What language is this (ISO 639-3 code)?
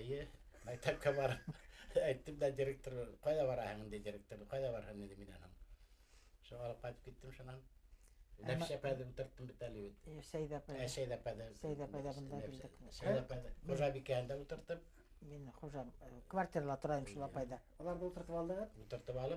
bak